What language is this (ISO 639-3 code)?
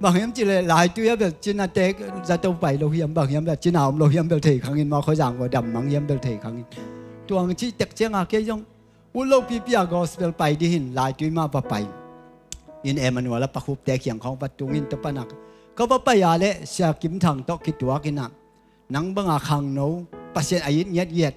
ctd